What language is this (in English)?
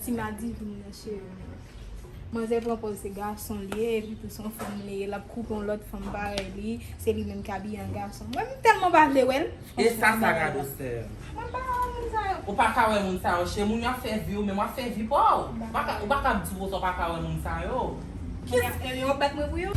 Haitian Creole